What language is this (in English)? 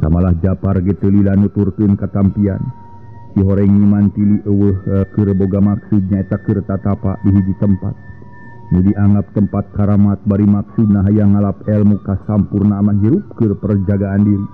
Sundanese